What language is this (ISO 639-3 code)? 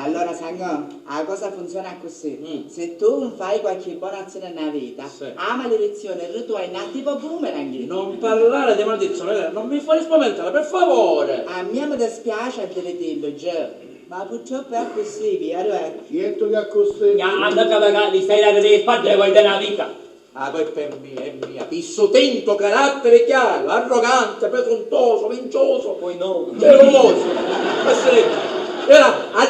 scn